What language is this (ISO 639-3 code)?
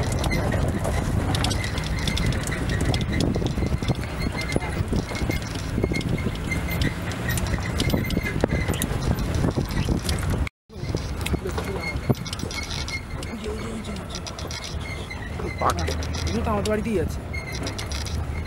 ben